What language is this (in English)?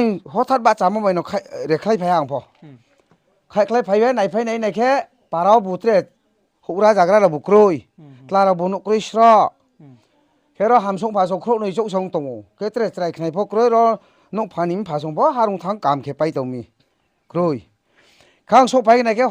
Riang (India)